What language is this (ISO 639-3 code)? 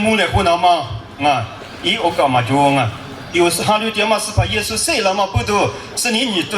lis